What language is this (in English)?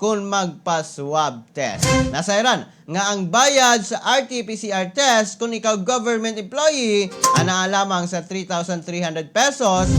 Cebuano